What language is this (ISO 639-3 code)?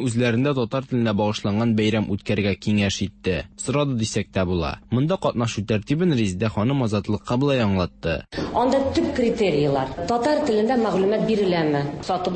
tat